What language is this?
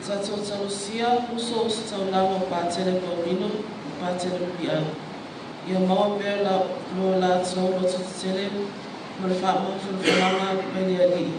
Samoan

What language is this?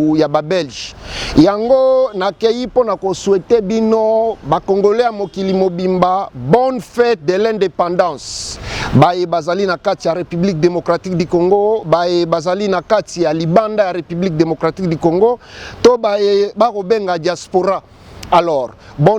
Lingala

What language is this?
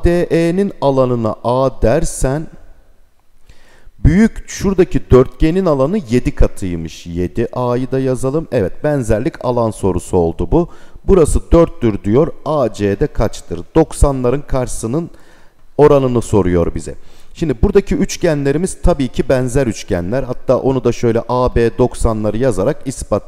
Turkish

